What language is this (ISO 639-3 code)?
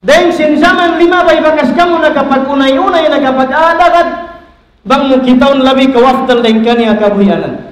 tsg